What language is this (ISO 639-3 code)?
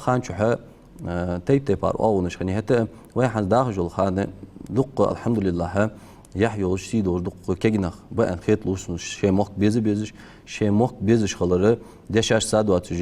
inh